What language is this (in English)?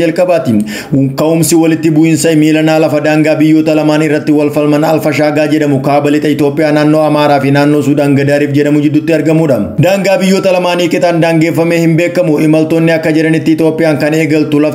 Oromo